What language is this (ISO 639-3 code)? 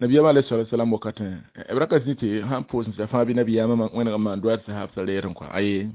mos